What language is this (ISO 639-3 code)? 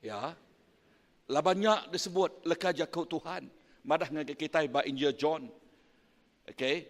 iba